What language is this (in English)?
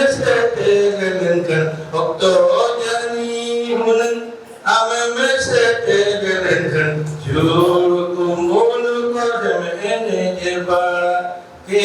Santali